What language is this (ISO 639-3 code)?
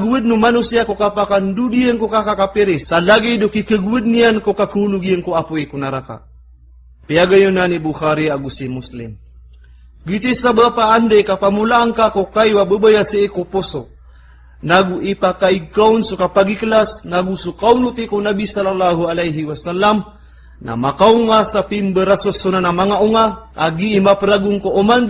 mrw